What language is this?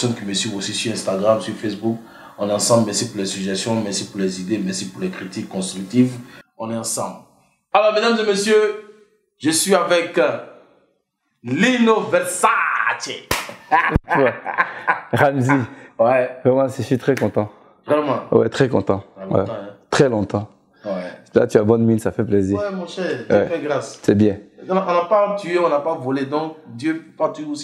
French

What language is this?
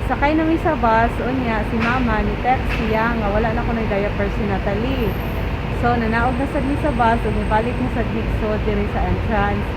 Cebuano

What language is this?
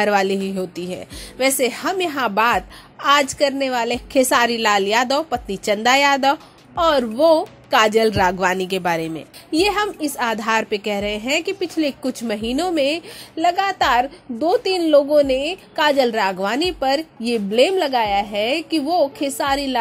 Hindi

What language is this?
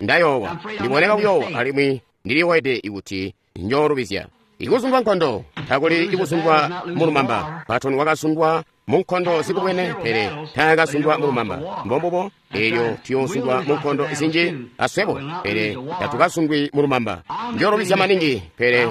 Tonga (Zambia)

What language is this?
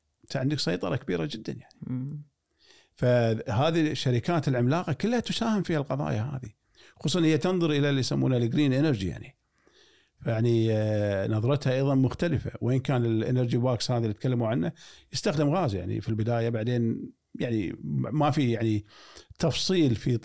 Gulf Arabic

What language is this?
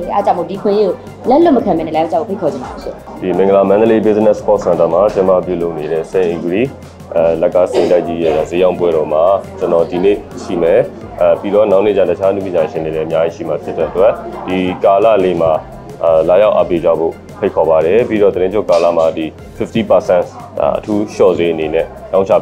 Burmese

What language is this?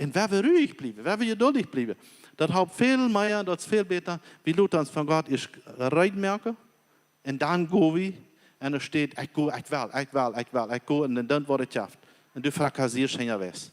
Plautdietsch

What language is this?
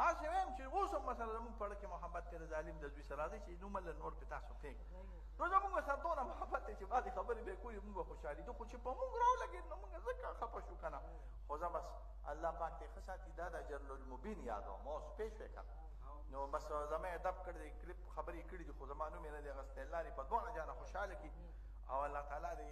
Pashto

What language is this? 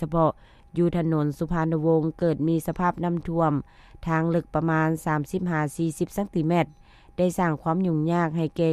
Lao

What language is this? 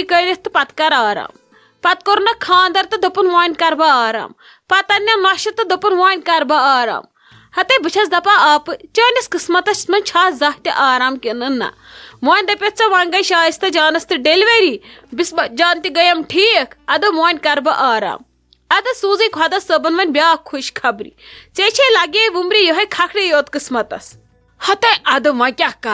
Kashmiri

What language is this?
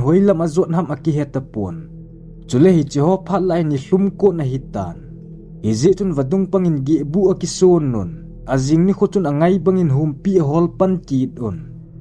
Thado Chin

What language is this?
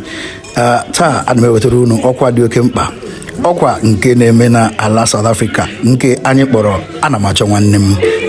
Igbo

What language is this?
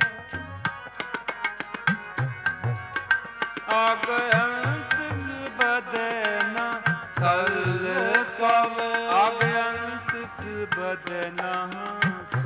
Punjabi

